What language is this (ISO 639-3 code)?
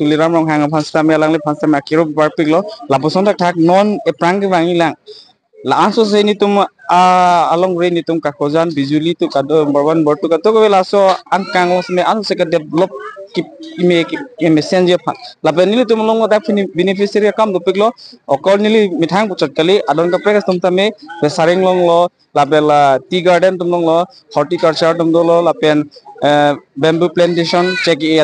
mjw